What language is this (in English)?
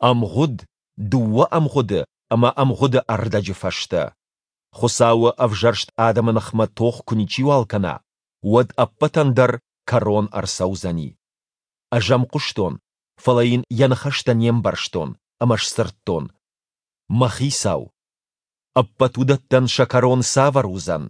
Ossetic